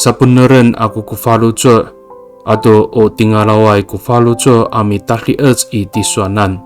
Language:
Amis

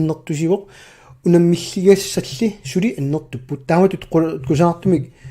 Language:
Kalaallisut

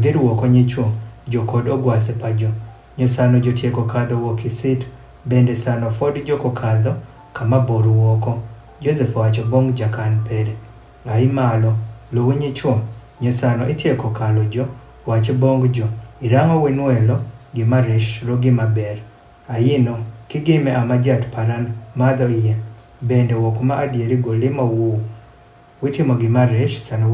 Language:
Adhola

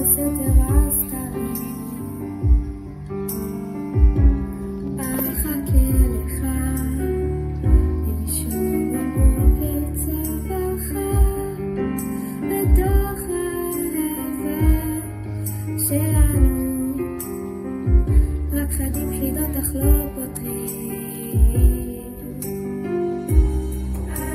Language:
Hebrew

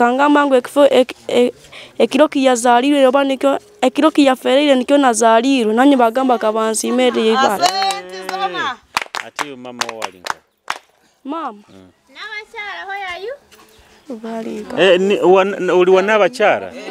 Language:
Nyoro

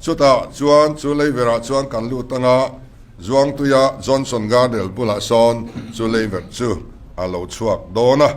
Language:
Mizo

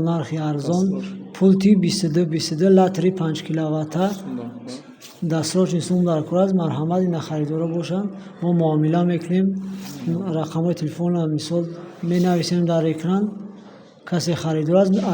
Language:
Tajik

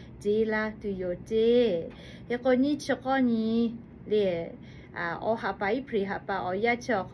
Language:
Lahu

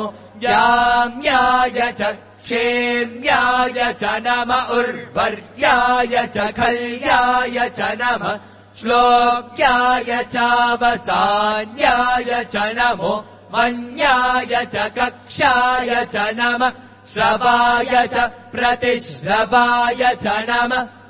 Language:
Sanskrit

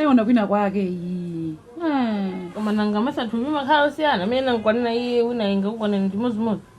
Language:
Nyanja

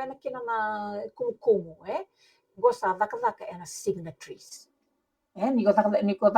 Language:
Fijian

